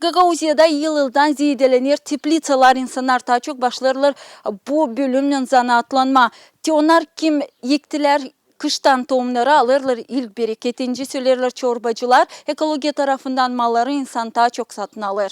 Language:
Gagauz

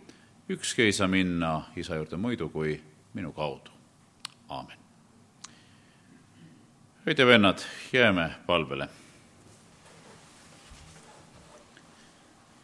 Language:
Estonian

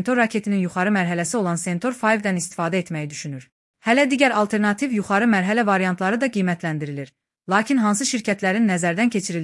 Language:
Azerbaijani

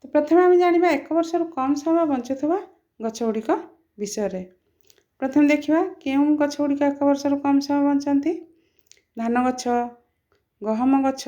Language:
Odia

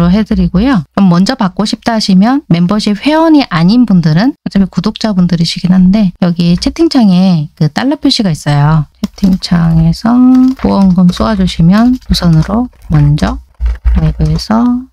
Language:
Korean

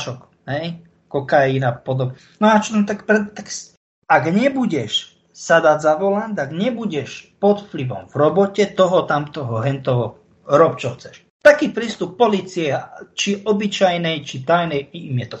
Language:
Slovak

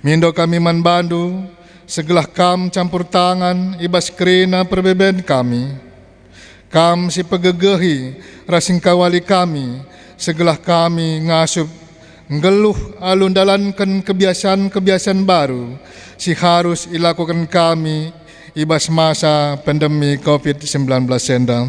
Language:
Batak Karo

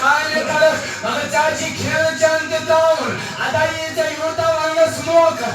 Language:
Kashmiri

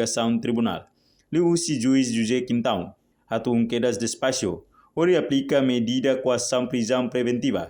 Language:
Tetum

